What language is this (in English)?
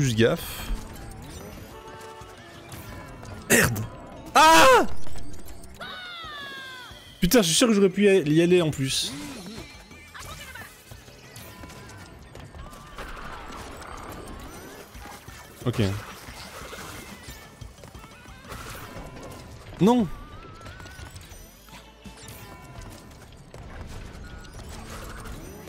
French